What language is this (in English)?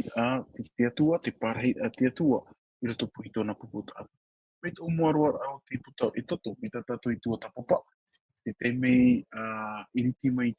Tahitian